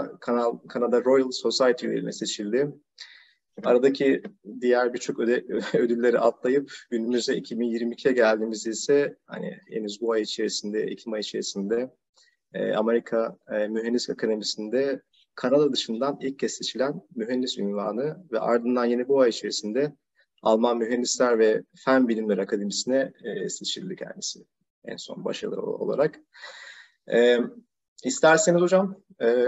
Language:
Turkish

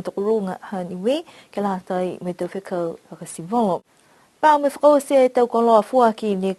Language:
Niuean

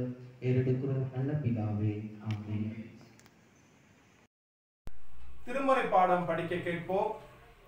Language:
Tamil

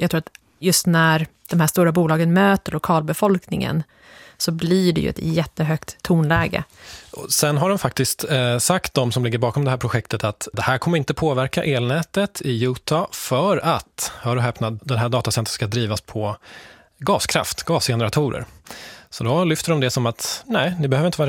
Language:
Swedish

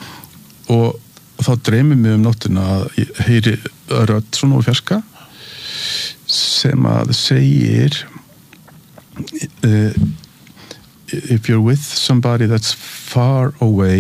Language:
Icelandic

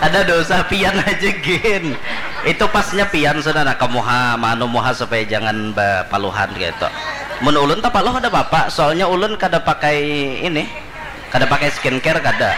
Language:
Banjar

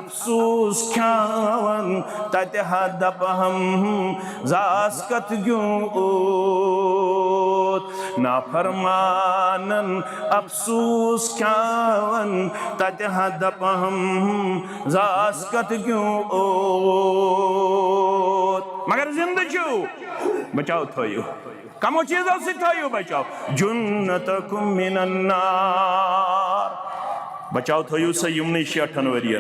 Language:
Kashmiri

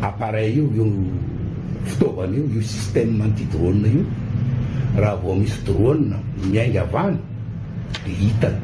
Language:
Malagasy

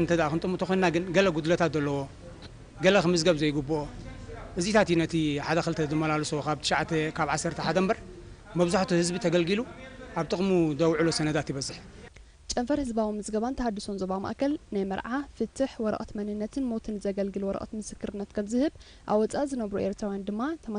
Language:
Tigrinya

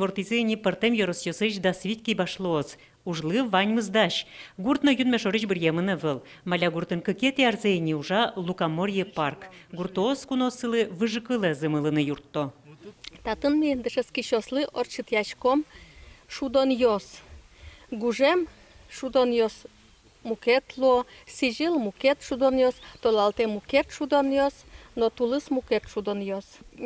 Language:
Udmurt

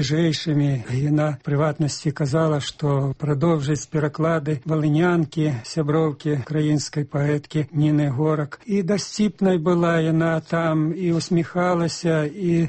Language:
Belarusian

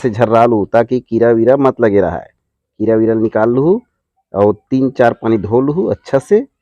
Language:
Chhattisgarhi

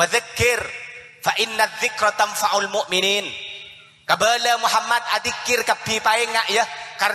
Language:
Madurese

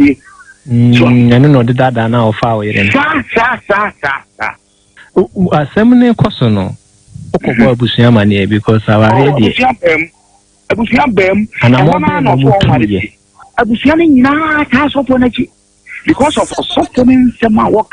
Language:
Akan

